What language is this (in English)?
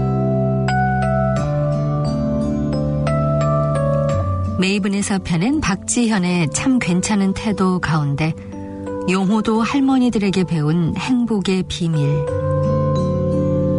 Korean